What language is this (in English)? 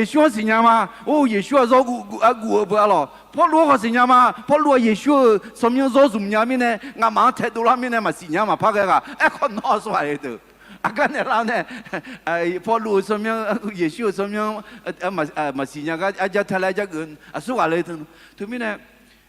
Akha